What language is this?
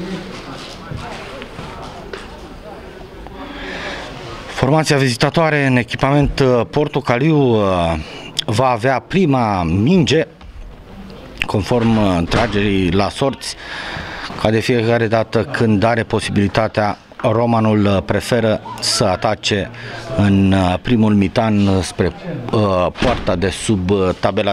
Romanian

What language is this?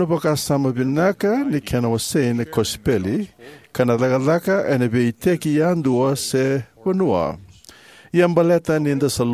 Fijian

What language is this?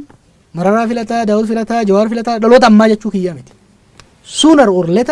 Oromo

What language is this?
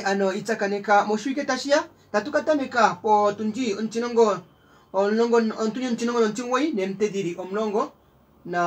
Kuanyama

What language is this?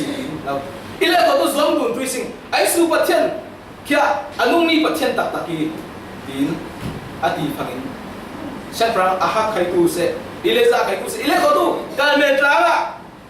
Falam Chin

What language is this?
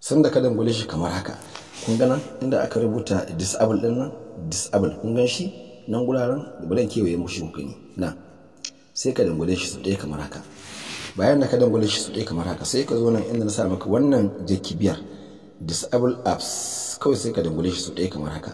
Hausa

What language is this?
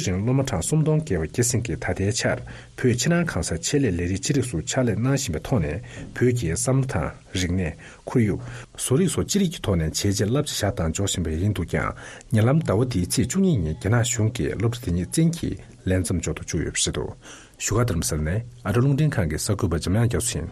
Tibetan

